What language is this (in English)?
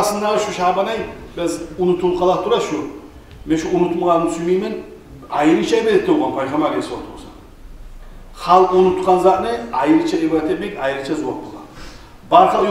Kumyk